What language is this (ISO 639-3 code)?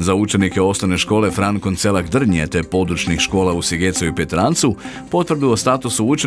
hrv